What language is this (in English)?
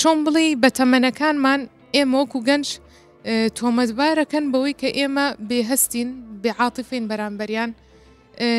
Central Kurdish